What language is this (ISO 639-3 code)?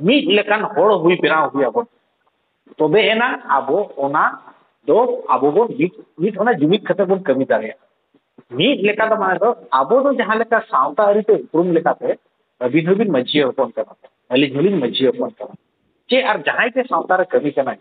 sat